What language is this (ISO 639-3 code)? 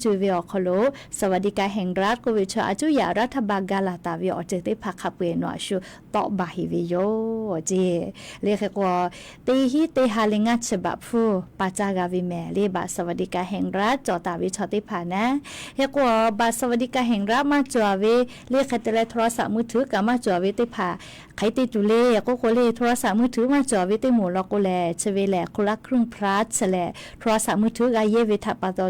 lhu